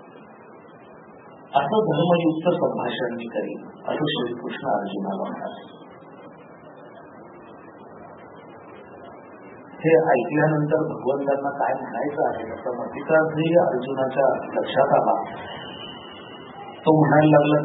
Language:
Marathi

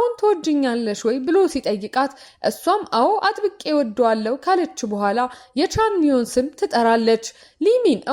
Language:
Amharic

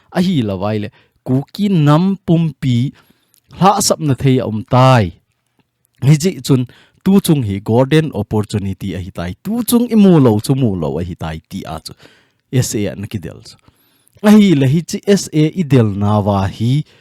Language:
Thado Chin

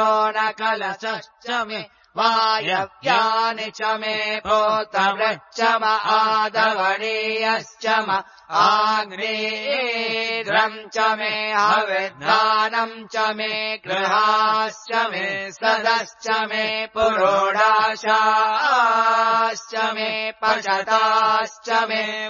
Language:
Sanskrit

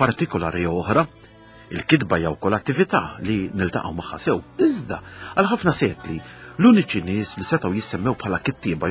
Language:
Maltese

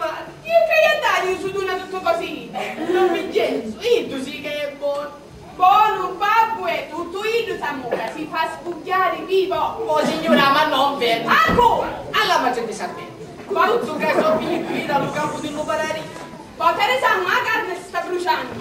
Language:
Sicilian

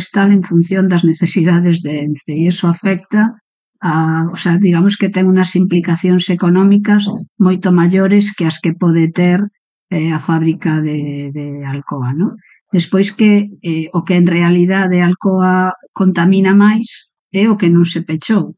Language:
Galician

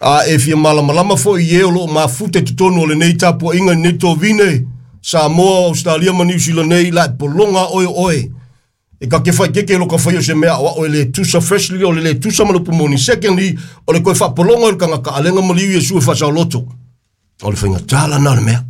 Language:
Samoan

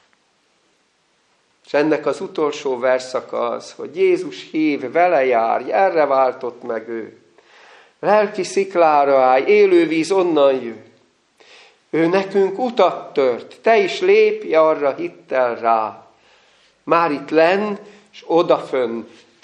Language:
Hungarian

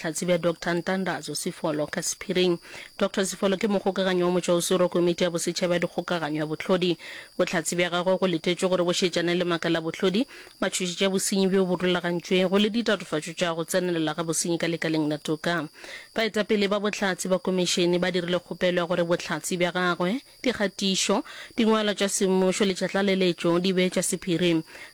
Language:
Northern Sotho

